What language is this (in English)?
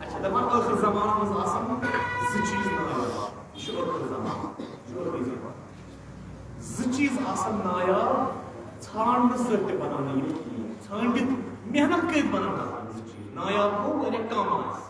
Kashmiri